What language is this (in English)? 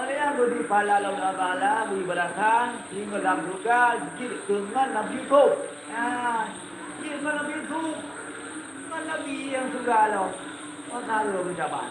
Achinese